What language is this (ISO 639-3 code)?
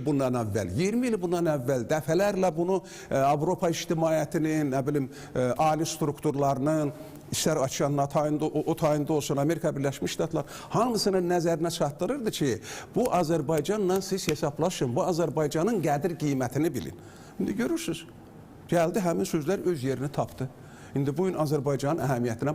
aze